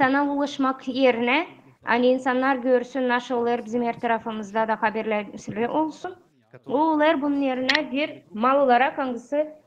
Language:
Gagauz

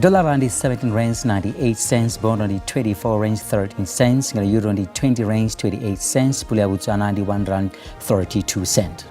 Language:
Venda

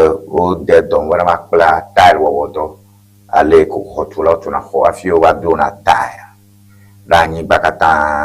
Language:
Ewe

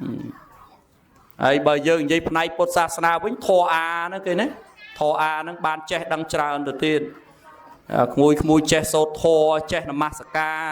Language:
Khmer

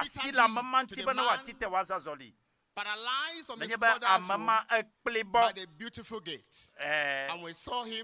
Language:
Ewe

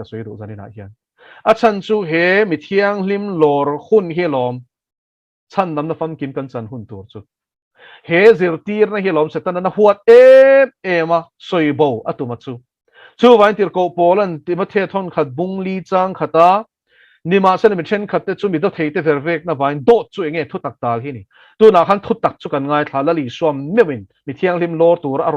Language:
Mizo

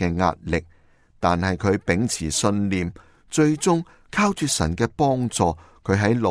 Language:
Cantonese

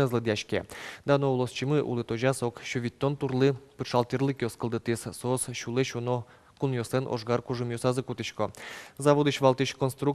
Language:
Udmurt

